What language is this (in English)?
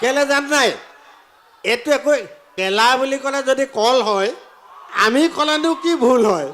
Assamese